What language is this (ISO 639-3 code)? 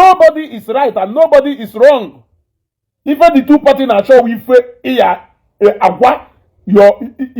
ibo